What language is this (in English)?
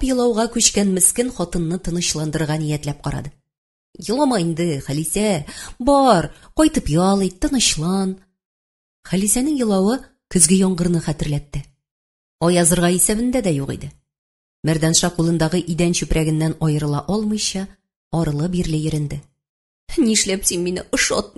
Tatar